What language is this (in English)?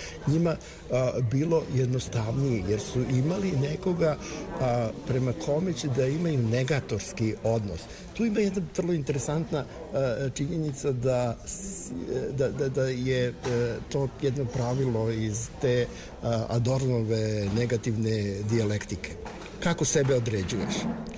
Serbian